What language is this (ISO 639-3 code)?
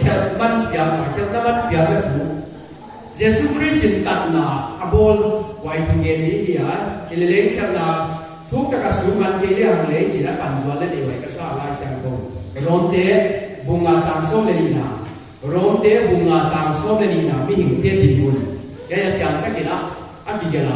pck